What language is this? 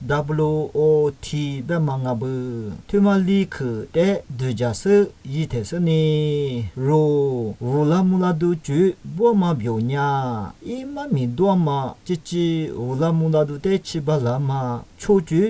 Lisu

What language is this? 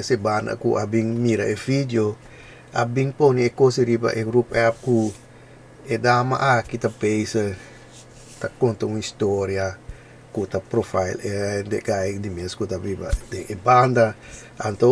Papiamento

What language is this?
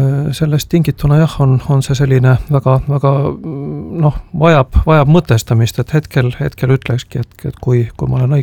Estonian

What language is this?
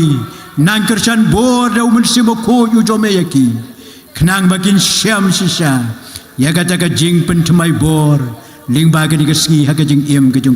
Khasi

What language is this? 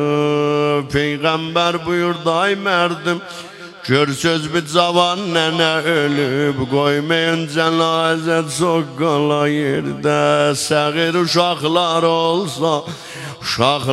South Azerbaijani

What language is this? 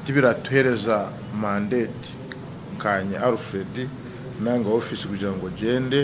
Nyankole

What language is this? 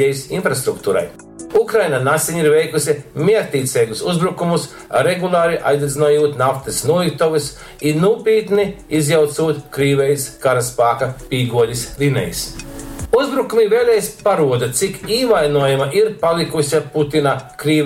Latgalian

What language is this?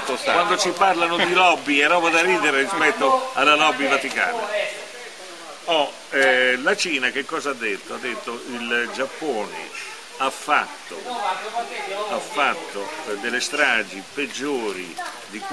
Italian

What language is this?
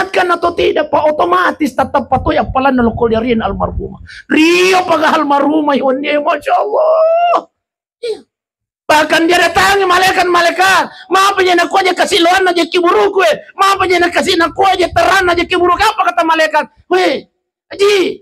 Buginese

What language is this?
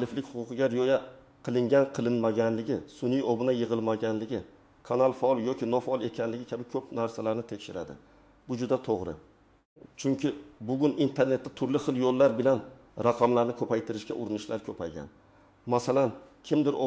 Uzbek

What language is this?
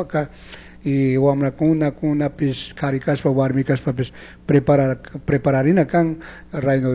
Chimborazo Highland Quichua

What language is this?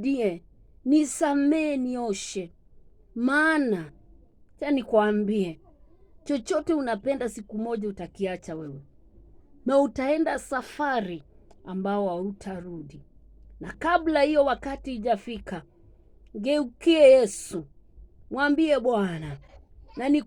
Swahili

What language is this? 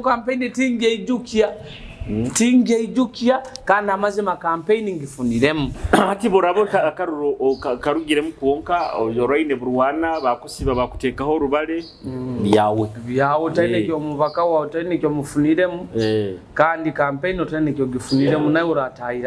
Nyoro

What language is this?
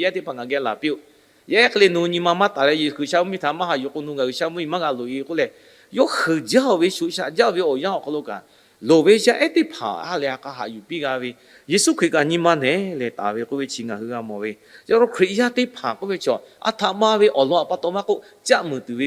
Lahu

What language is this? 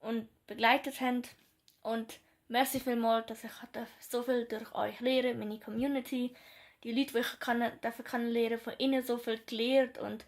Swiss German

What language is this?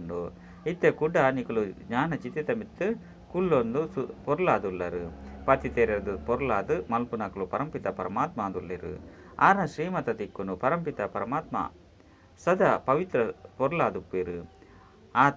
Tulu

